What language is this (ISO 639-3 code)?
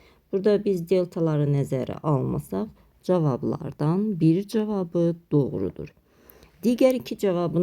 aze